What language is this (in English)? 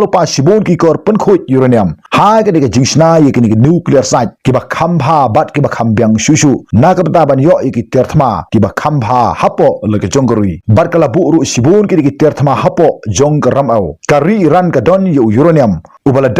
Khasi